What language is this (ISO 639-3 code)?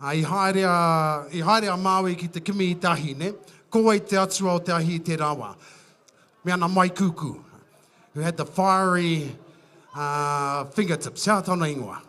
mri